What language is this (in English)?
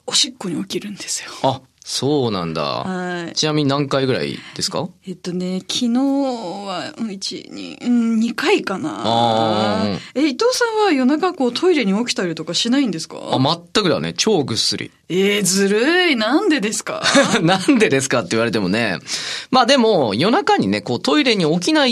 Japanese